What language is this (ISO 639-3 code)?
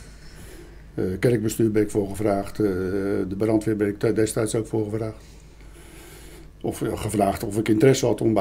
nld